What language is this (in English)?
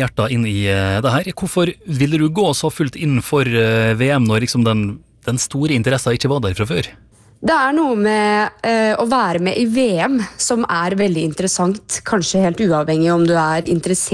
Norwegian